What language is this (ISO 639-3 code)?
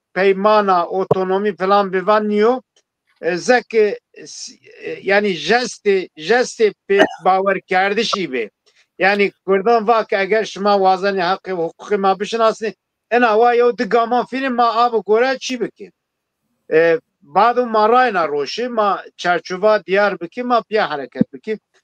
zza